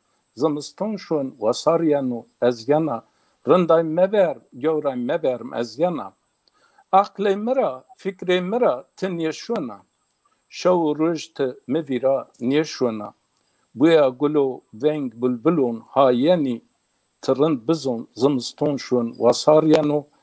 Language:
Zaza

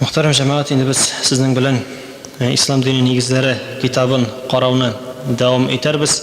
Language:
Tatar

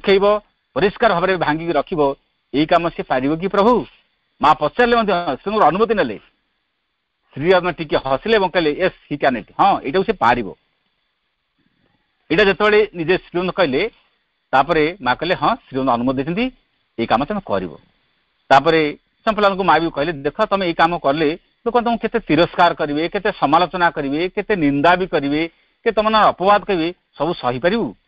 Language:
Odia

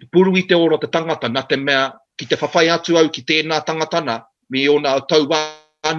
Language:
Māori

